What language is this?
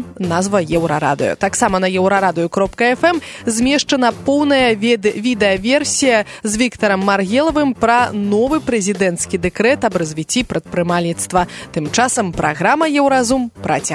Belarusian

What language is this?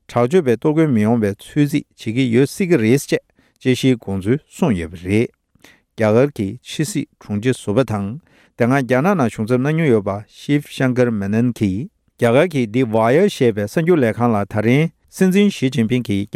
Tibetan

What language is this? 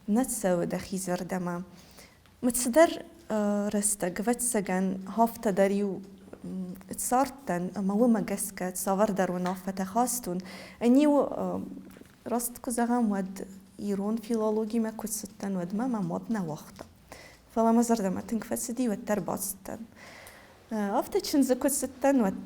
Ossetic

